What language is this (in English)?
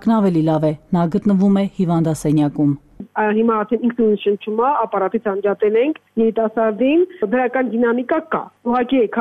Armenian